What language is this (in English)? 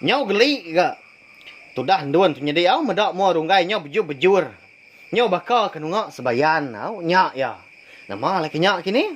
Iban